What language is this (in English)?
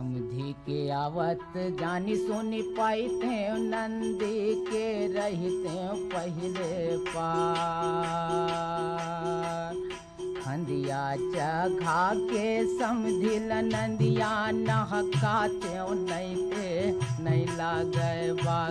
Chhattisgarhi